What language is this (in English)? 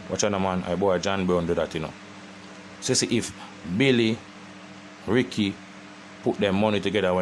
Jamaican Creole English